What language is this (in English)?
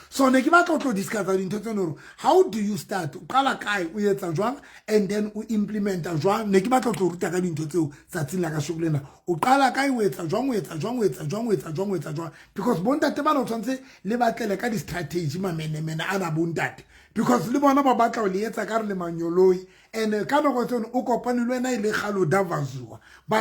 Southern Sotho